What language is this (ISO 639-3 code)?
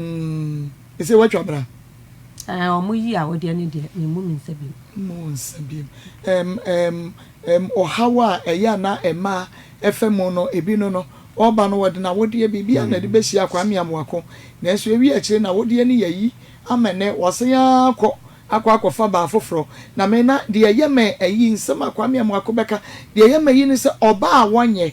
aka